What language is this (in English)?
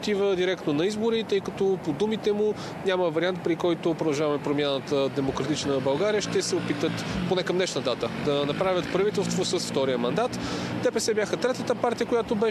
Bulgarian